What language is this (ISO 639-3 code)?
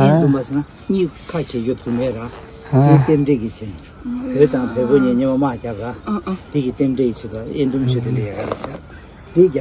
bod